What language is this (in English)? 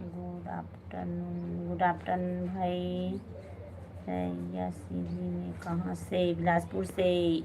Chhattisgarhi